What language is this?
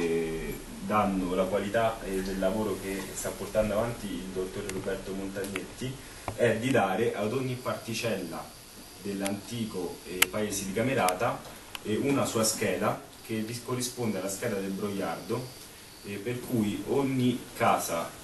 Italian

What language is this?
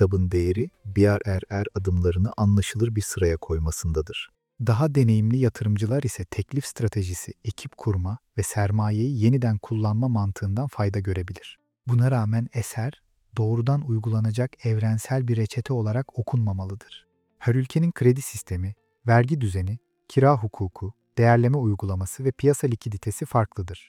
Turkish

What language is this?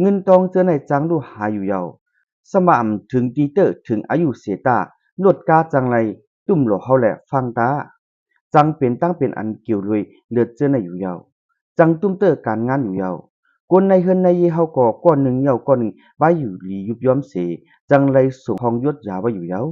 Shan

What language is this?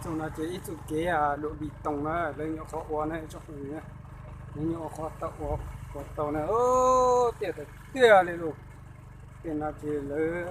Hmong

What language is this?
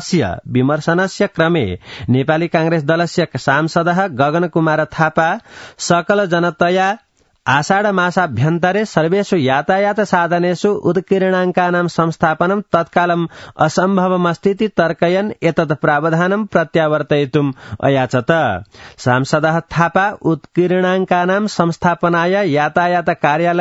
Sanskrit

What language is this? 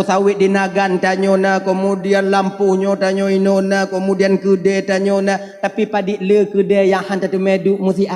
Achinese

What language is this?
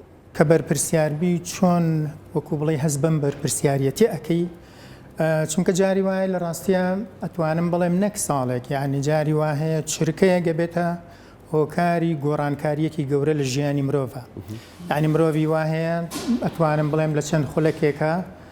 Central Kurdish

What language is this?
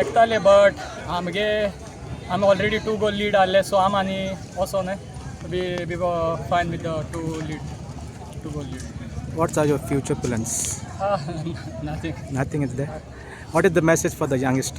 Konkani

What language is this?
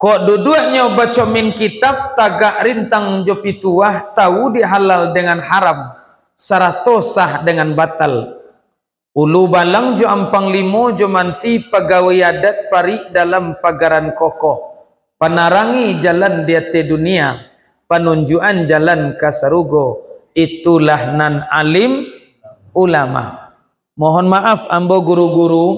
Minangkabau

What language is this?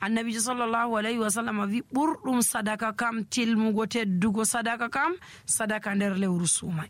Nigerian Fulfulde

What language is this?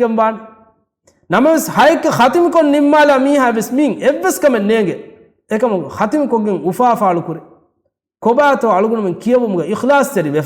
Divehi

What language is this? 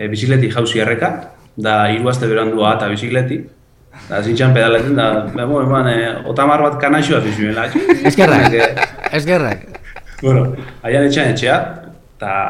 Basque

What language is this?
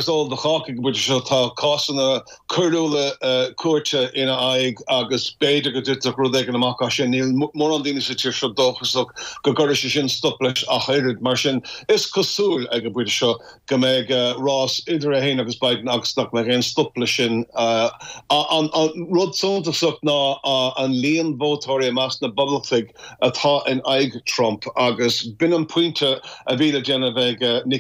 Irish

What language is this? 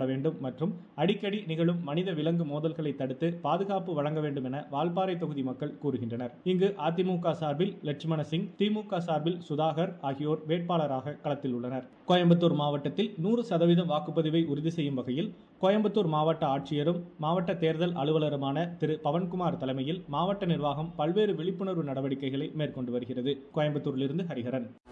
Tamil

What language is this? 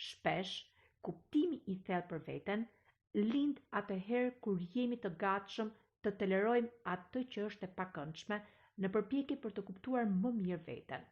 Albanian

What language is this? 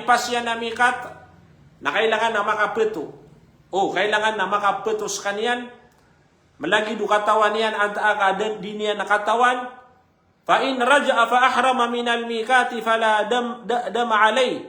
Maranao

